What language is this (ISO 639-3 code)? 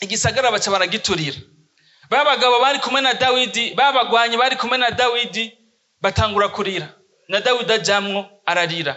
run